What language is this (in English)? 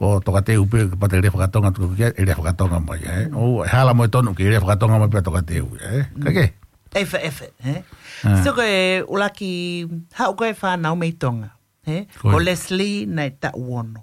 Tongan